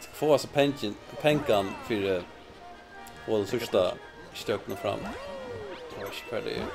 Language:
Faroese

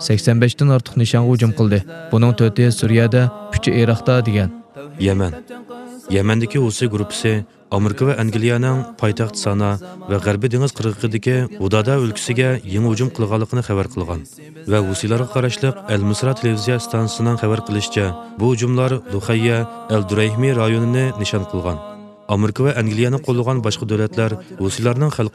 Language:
Uyghur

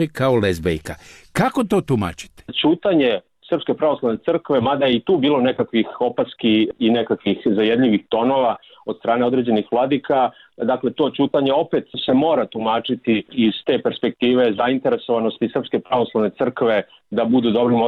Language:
Serbian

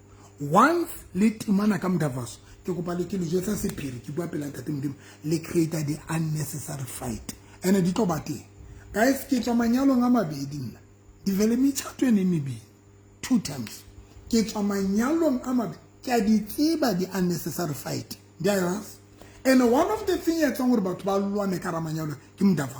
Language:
Southern Sotho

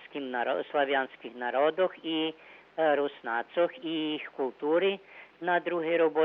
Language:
Rusyn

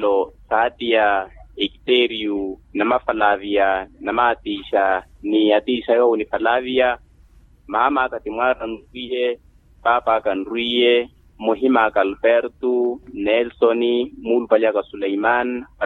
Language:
Makhuwa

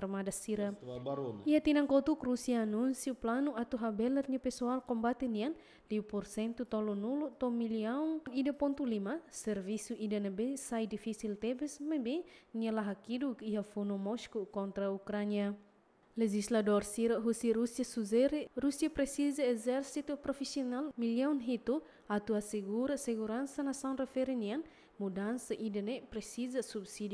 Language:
Tetum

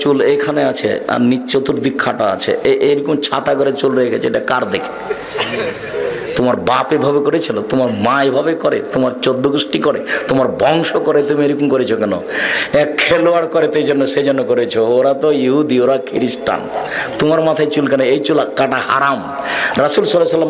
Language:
Bangla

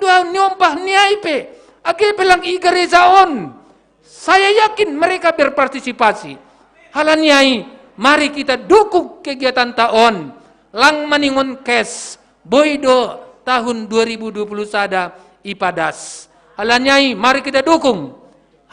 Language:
Batak Simalungun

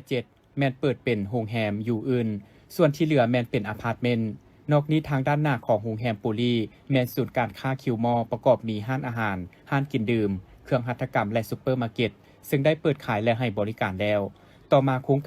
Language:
Lao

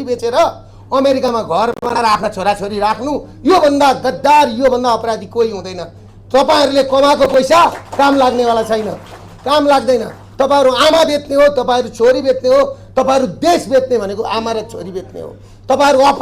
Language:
Nepali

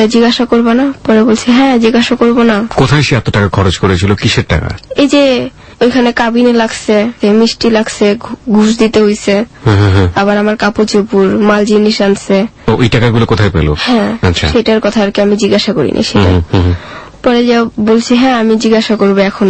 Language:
Bangla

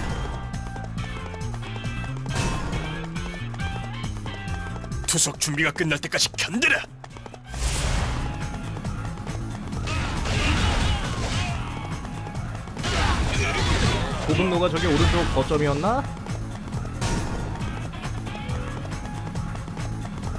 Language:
Korean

